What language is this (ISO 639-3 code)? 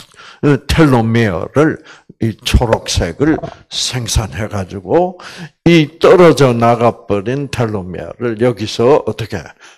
kor